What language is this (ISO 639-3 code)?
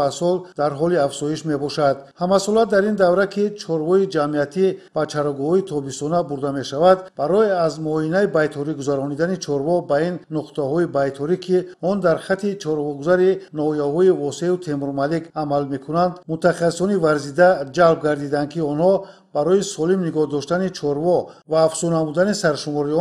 tgk